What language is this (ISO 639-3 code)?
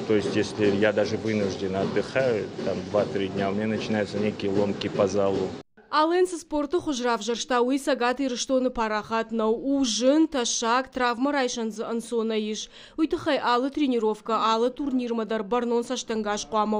oss